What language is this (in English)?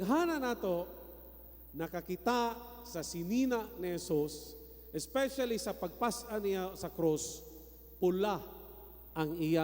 Cebuano